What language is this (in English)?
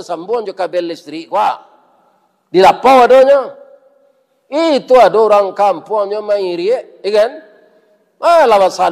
Minangkabau